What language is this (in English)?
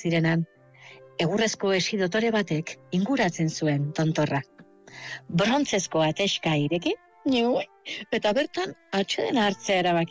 Basque